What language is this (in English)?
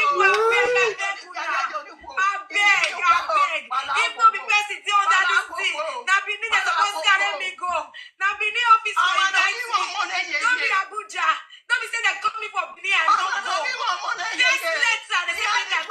Nigerian Pidgin